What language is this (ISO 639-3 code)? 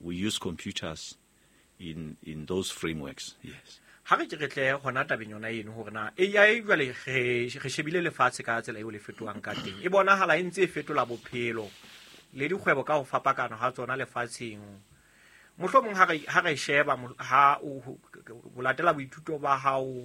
sot